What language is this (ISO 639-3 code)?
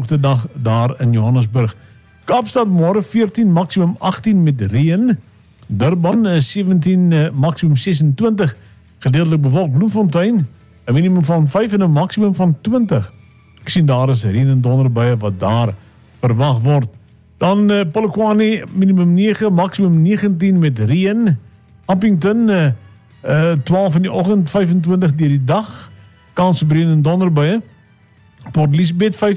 afr